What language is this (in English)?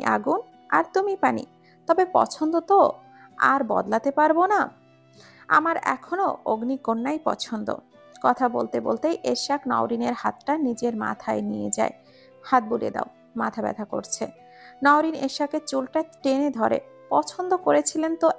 Bangla